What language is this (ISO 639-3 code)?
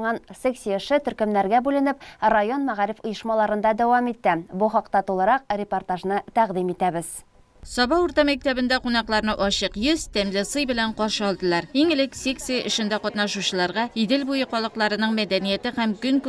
tat